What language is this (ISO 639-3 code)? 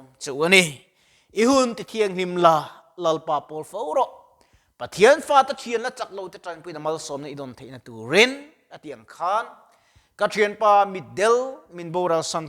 lus